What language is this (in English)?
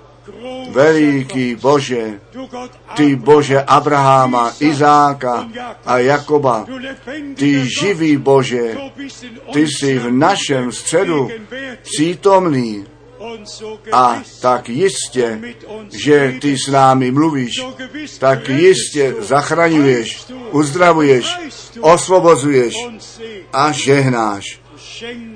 Czech